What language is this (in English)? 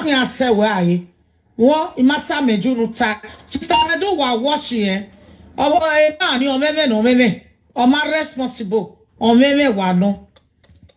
Nigerian Pidgin